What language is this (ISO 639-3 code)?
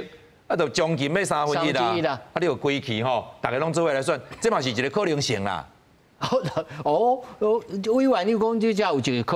nan